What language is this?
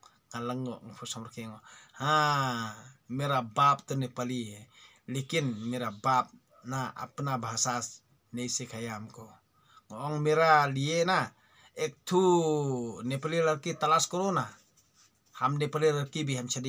Khasi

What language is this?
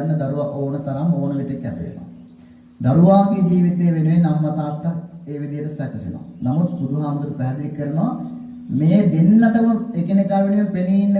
Sinhala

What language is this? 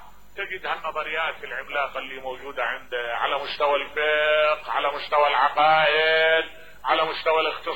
Mesopotamian Arabic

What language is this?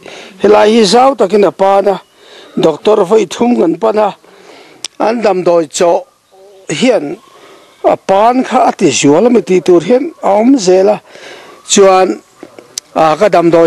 Mizo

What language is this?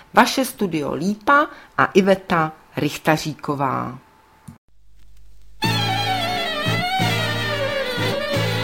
Czech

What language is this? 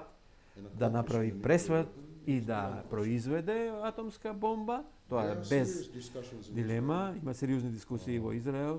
Macedonian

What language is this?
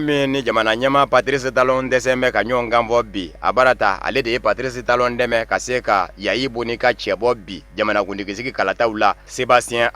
Bambara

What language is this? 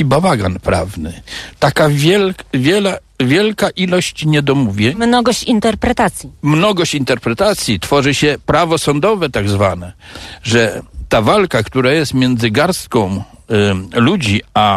Polish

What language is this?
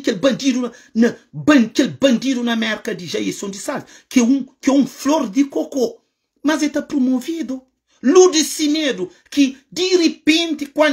Kabuverdianu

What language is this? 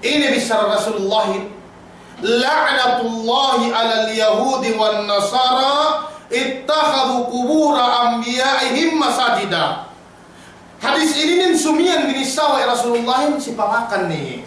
Yakan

